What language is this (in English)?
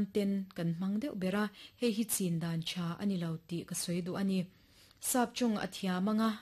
Mizo